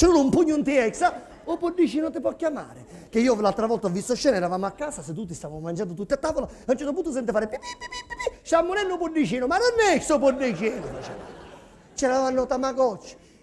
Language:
Sicilian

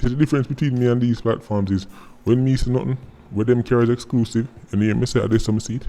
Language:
Jamaican Creole English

